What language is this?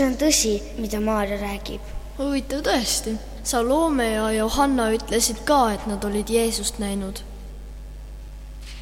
Estonian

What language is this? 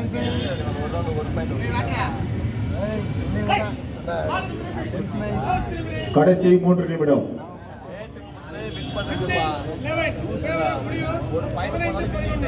Tamil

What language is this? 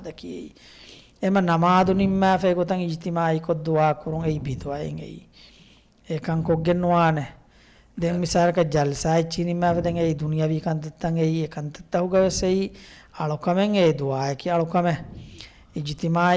Divehi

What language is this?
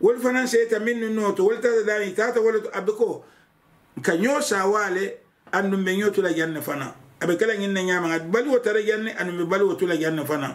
Mandingo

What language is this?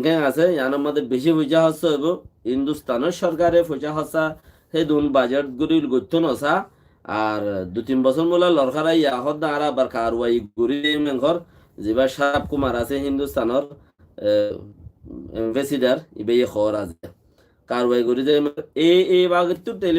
Rohingya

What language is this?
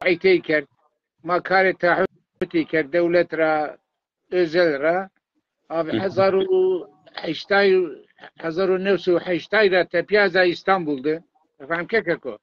Zaza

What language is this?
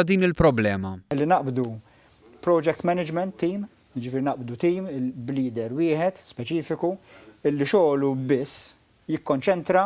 Maltese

